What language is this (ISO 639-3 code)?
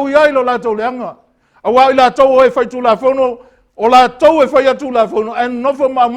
smo